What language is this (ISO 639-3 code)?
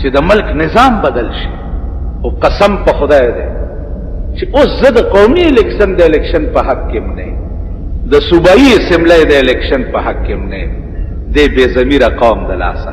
pus